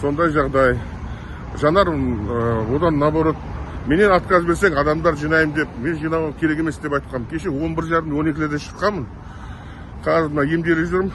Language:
Kazakh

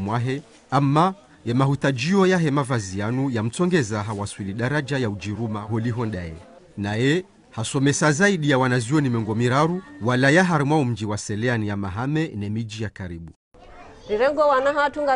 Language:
Ngazidja Comorian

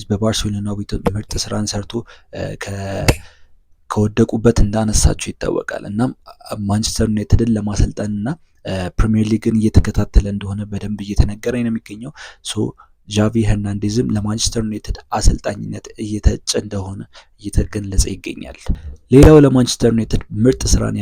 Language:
Amharic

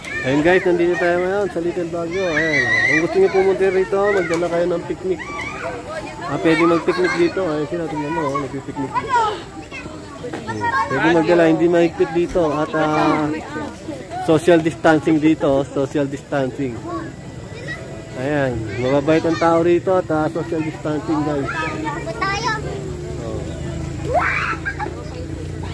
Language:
Filipino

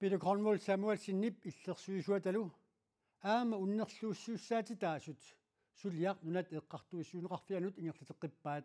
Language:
Kalaallisut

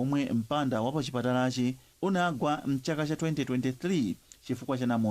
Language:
Nyanja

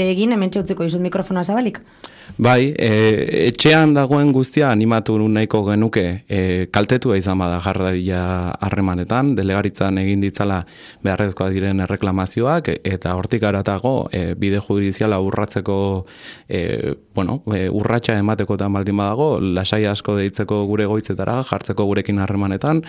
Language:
Basque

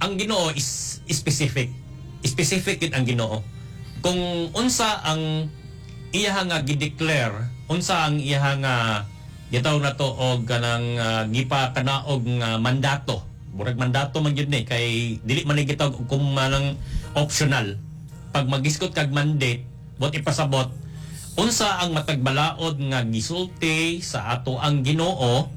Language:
Cebuano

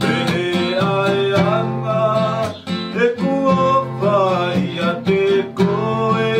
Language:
Tongan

